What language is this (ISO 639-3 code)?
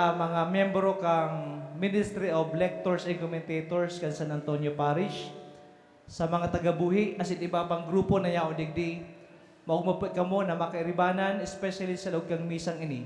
bik